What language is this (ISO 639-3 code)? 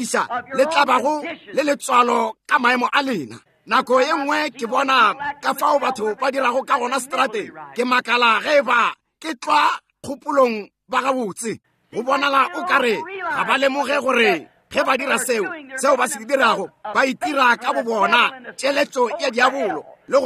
nso